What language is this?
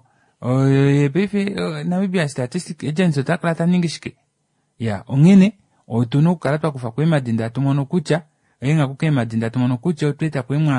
Kuanyama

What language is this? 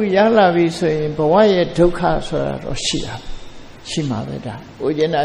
Burmese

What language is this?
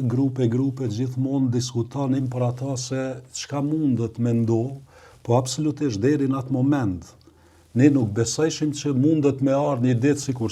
Albanian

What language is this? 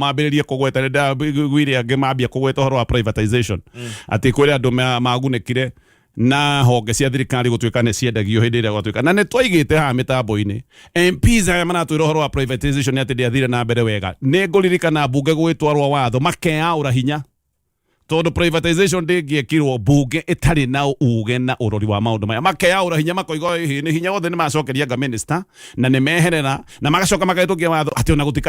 Kikuyu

